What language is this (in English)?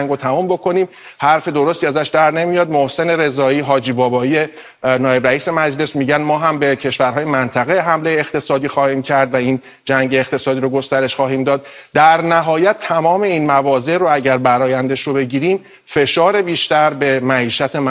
Persian